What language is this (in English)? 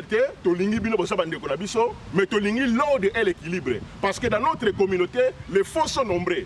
Lingala